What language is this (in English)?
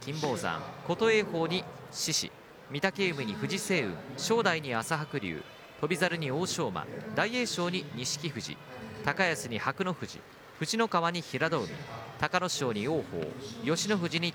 Japanese